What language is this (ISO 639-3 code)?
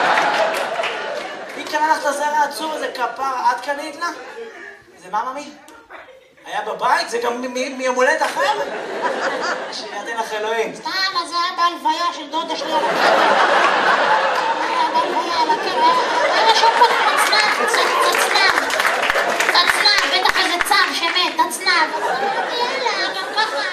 heb